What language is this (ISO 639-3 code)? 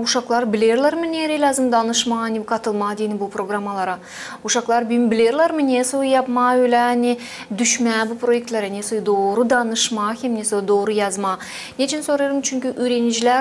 gag